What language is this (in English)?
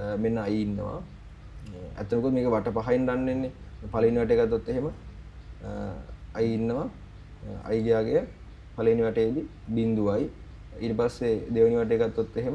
Sinhala